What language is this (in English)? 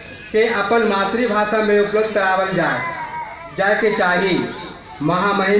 Magahi